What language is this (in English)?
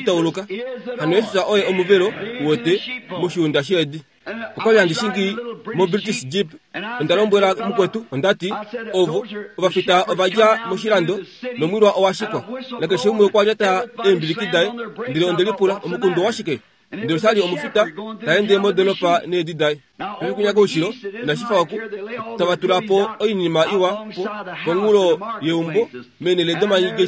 Kuanyama